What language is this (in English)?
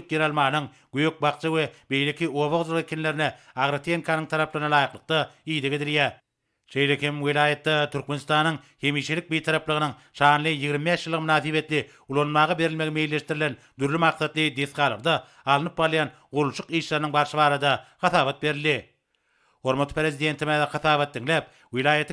Turkmen